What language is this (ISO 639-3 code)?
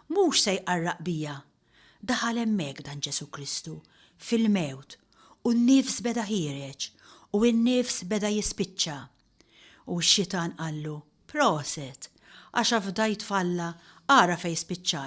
mlt